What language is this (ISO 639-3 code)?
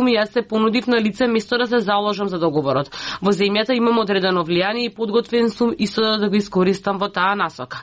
mkd